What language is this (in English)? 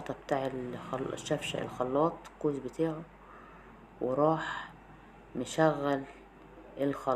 Egyptian Arabic